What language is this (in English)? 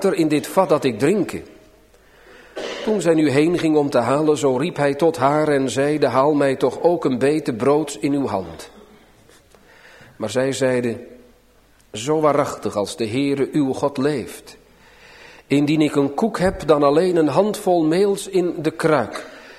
Dutch